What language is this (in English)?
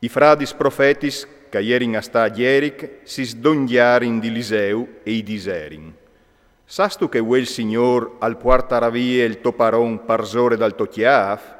Friulian